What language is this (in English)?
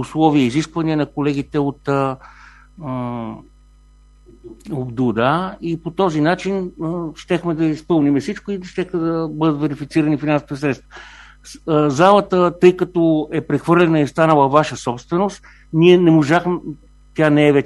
Bulgarian